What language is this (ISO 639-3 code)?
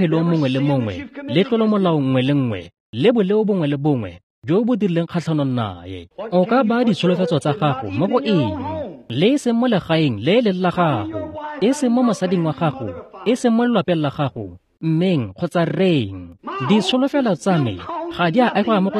tsn